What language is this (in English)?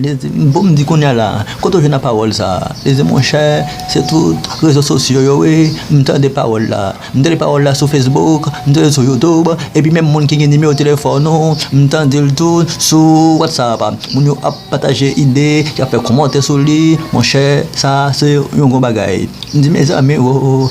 Haitian Creole